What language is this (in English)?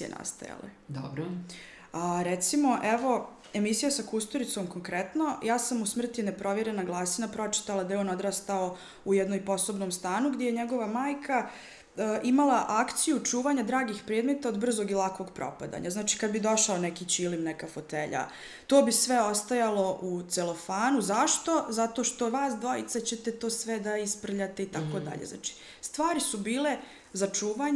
Serbian